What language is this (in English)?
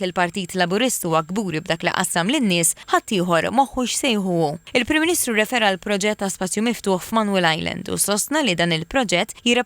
Maltese